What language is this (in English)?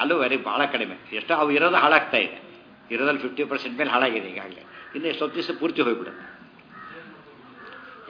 Kannada